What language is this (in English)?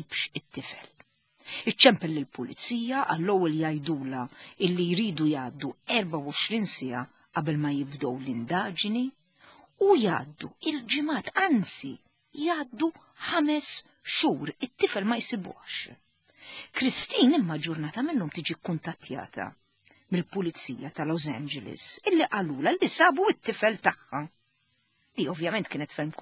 Maltese